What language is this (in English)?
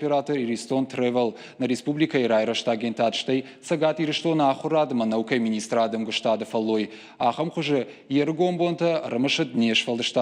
Ossetic